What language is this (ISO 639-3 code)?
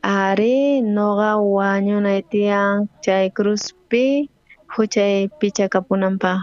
quh